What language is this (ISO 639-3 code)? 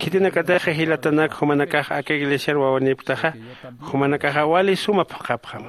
aym